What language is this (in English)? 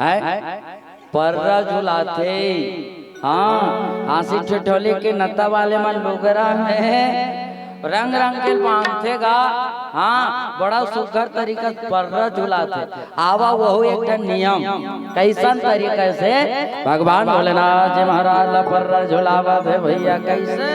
Chhattisgarhi